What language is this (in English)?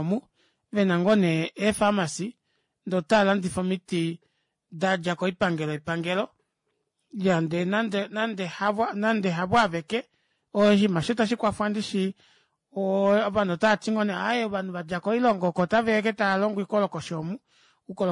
Kuanyama